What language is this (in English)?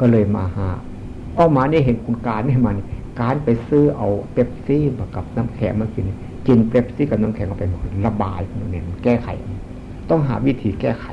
Northeastern Thai